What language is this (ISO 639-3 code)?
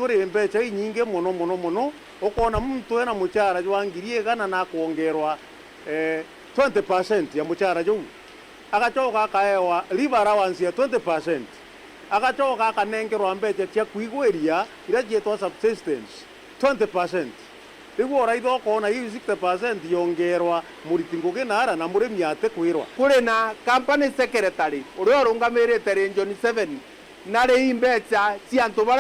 mer